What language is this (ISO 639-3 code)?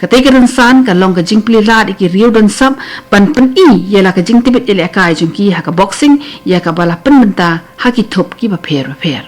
kha